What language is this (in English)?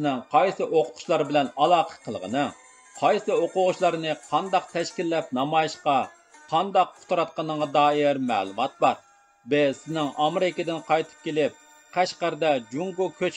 Uyghur